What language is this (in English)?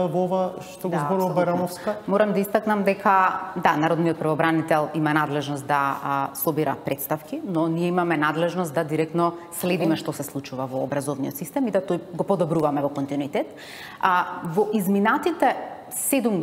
Macedonian